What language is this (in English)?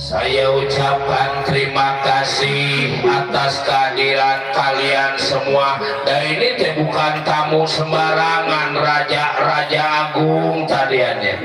Betawi